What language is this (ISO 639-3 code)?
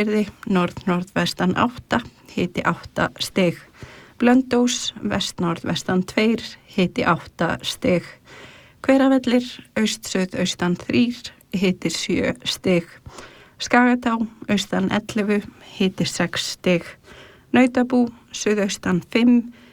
isl